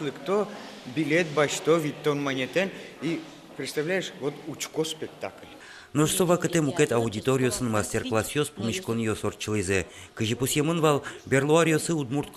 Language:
Udmurt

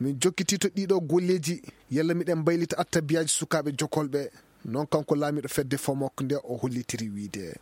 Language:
Fula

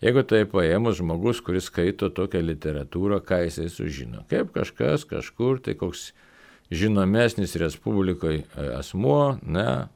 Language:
Lithuanian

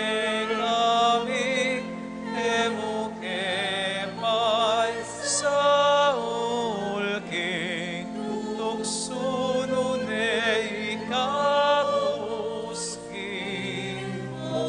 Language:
Pampanga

